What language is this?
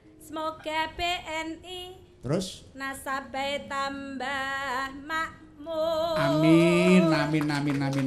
Javanese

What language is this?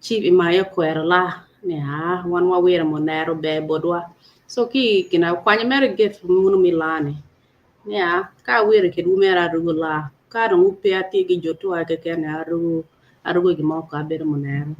Acoli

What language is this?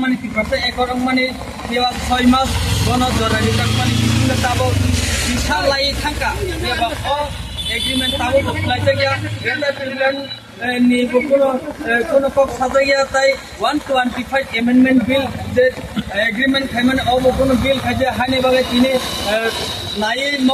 Kok Borok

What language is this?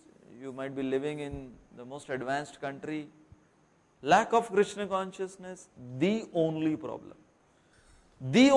Hindi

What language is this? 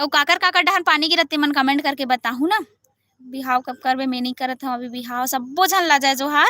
Chhattisgarhi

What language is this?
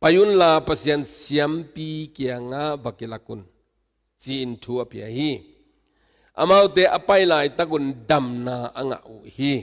Tedim Chin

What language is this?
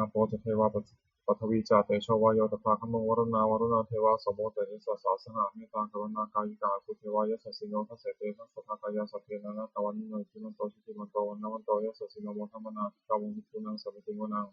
Pali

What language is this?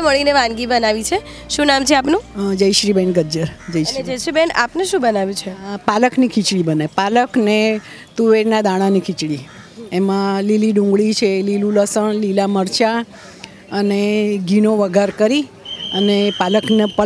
Gujarati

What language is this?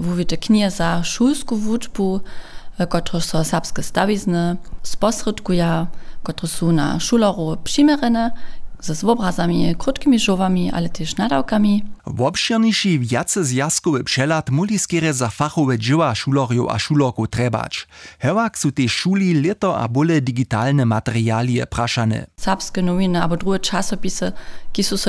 Upper Sorbian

